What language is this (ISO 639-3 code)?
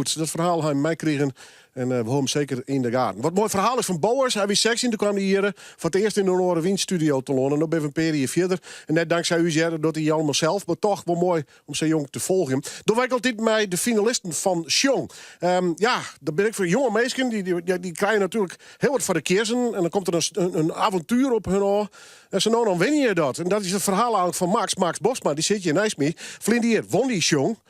fry